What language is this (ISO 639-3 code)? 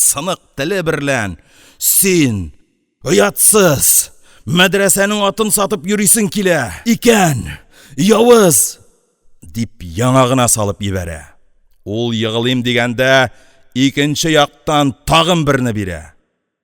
tat